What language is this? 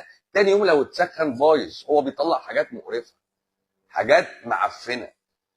Egyptian Arabic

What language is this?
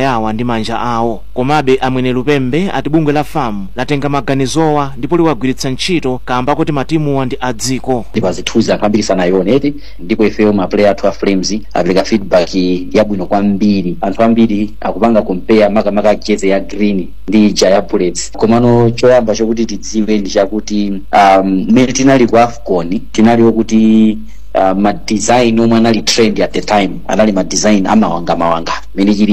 Nyanja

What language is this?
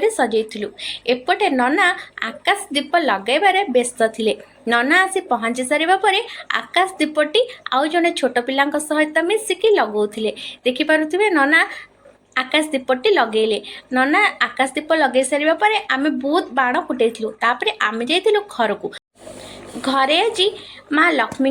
Odia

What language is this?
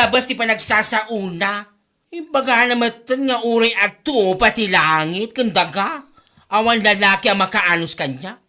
Iloko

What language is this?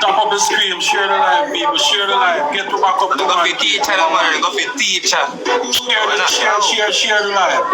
Jamaican Creole English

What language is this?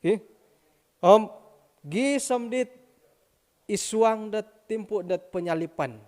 Central Dusun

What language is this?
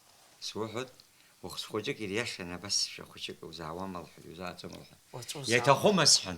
Abkhazian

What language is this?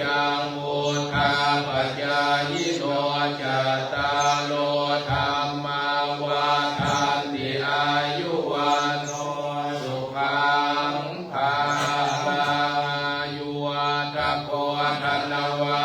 Pali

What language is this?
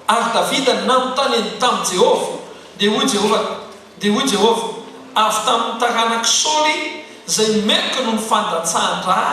Malagasy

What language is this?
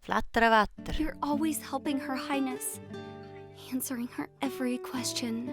Swiss German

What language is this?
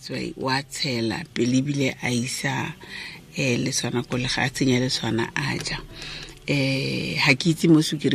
Tswana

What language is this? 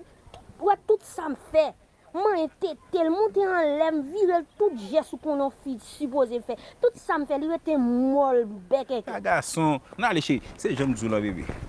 Haitian Creole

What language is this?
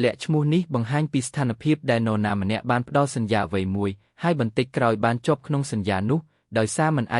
Khmer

